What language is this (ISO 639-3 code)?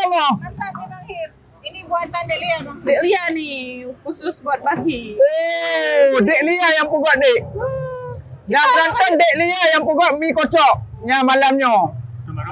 ace